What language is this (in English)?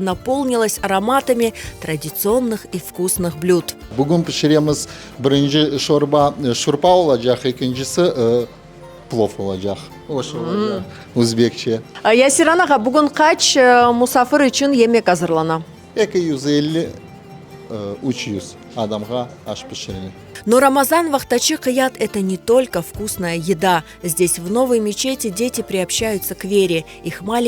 Crimean Tatar